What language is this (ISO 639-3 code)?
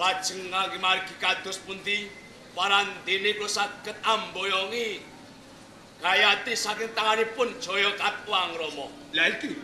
jav